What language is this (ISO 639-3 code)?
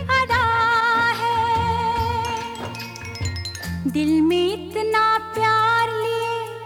hin